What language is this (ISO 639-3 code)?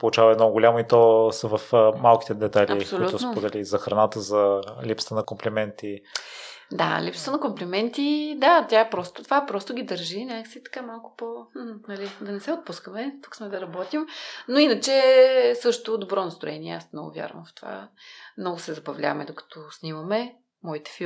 bul